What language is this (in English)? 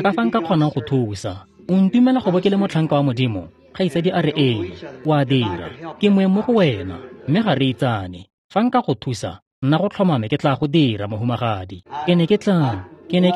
Tswana